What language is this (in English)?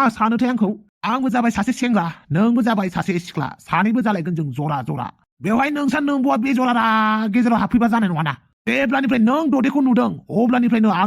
Bodo